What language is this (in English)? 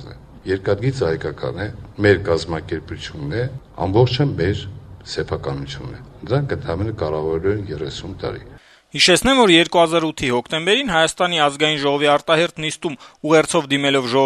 Armenian